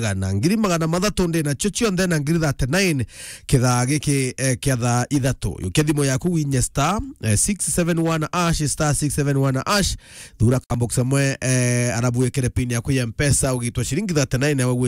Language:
Meru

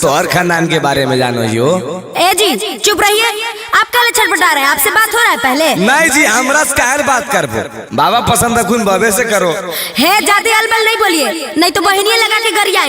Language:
Magahi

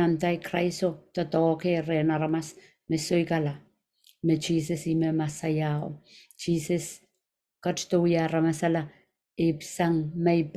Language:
Pohnpeian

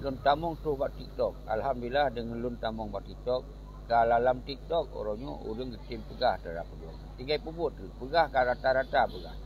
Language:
Achinese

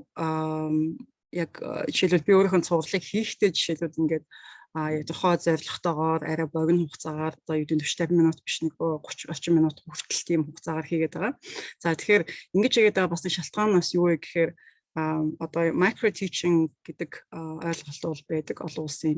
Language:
Mongolian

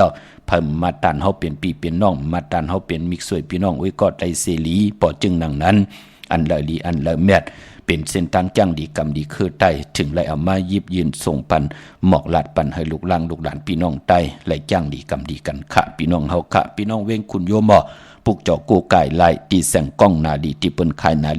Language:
Shan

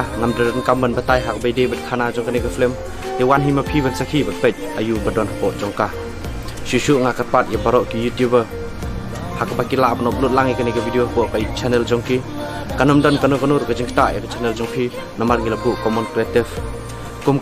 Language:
Khasi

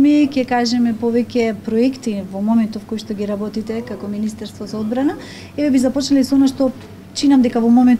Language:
Macedonian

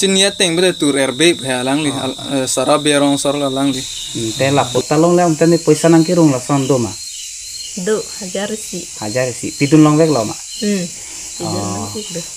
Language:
Karbi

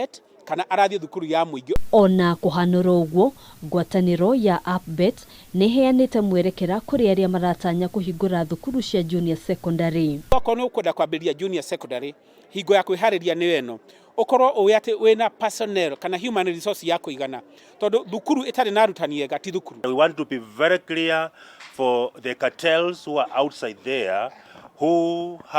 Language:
Kikuyu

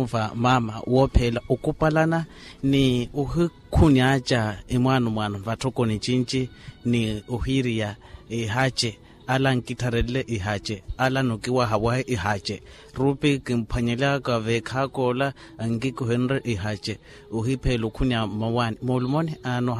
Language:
Makhuwa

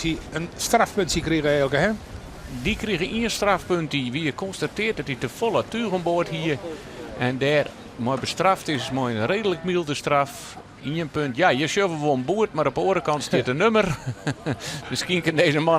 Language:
Western Frisian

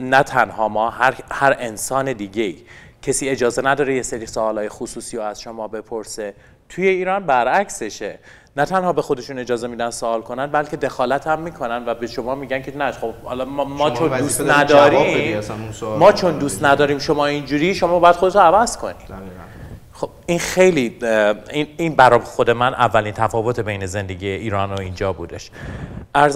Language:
Persian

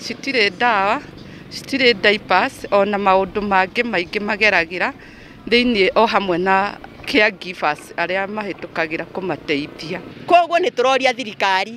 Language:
Kikuyu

